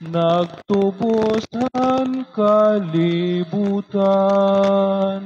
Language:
Waray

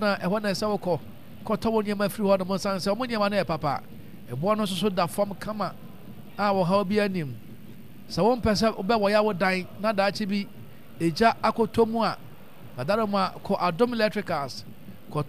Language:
Akan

